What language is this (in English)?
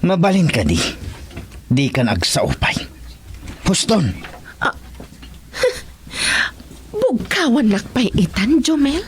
Iloko